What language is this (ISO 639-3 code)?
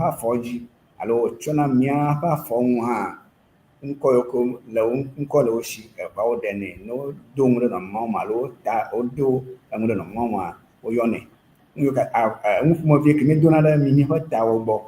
ewe